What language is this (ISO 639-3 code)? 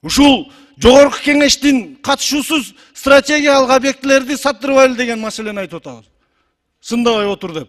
kir